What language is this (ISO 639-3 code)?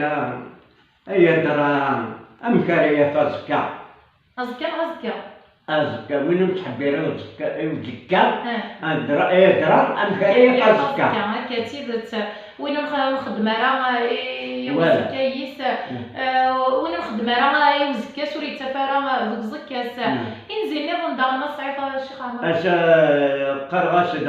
kab